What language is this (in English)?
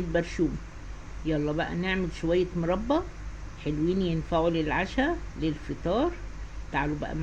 Egyptian Arabic